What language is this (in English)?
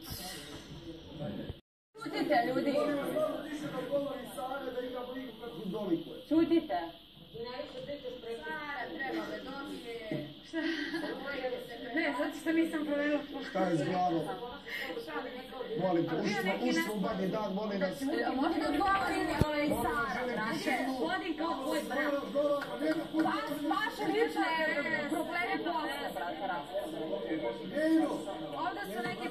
Serbian